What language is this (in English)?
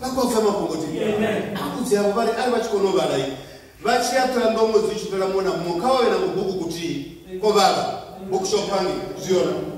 Venda